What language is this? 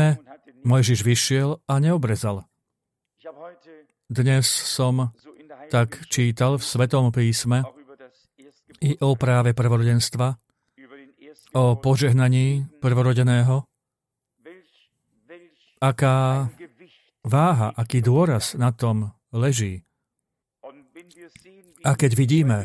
Slovak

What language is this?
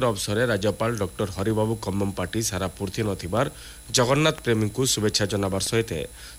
Odia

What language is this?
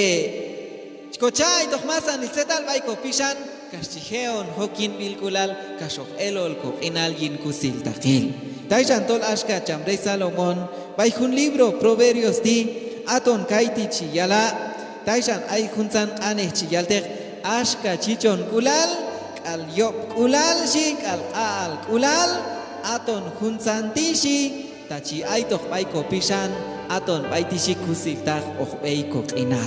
Q'anjob'al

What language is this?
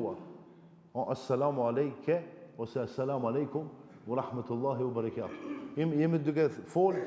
Albanian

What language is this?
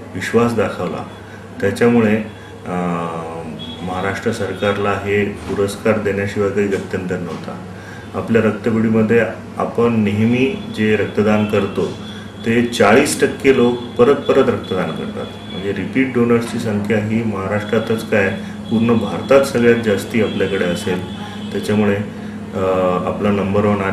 Marathi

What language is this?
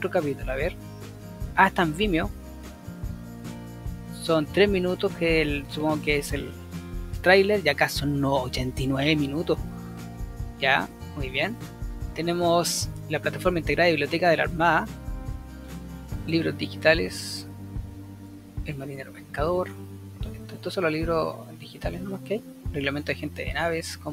Spanish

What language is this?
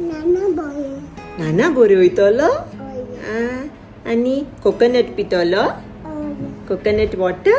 Konkani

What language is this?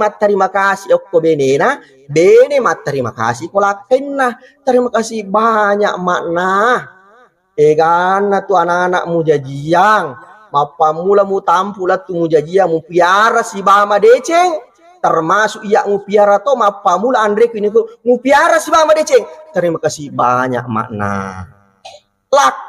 Buginese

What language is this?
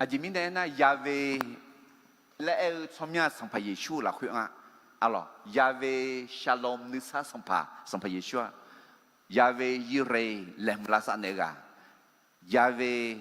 Akha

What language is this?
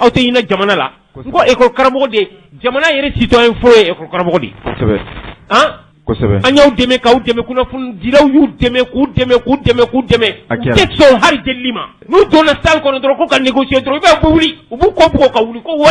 Bambara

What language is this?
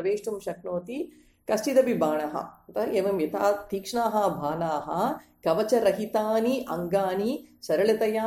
Sanskrit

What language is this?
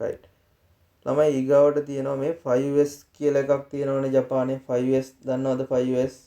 Sinhala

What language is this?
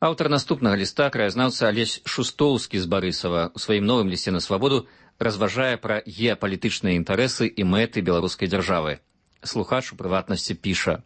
Belarusian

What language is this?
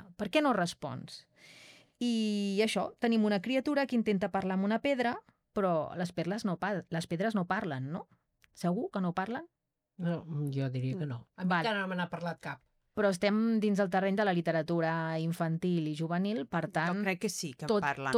Catalan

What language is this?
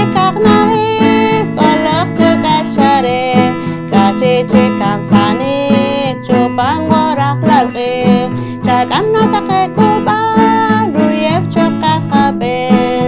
Poqomchi'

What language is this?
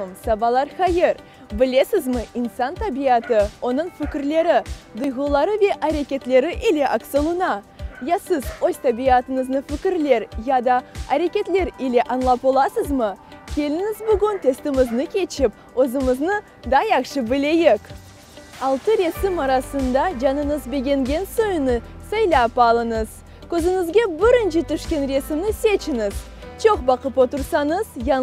Crimean Tatar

